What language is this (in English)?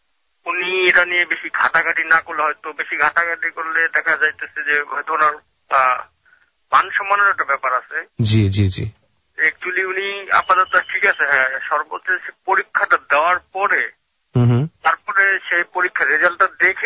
Bangla